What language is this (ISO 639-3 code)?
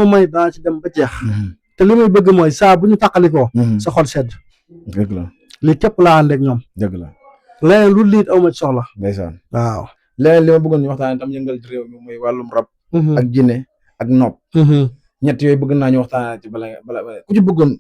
wol